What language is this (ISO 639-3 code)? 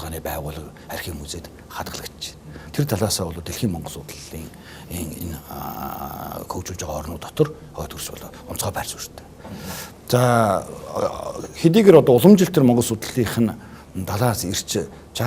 mon